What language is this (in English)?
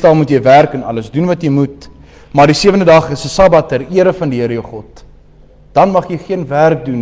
Afrikaans